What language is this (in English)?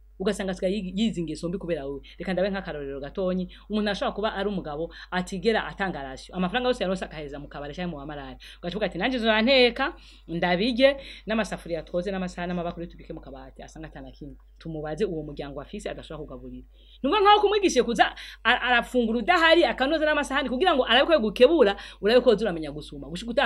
Rundi